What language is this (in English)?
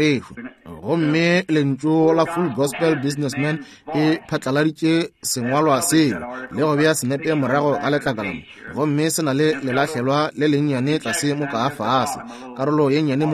Northern Sotho